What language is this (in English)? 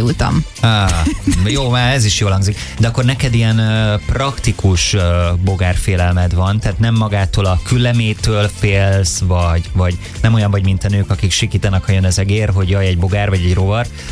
Hungarian